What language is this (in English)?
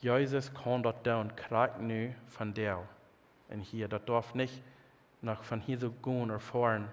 Plautdietsch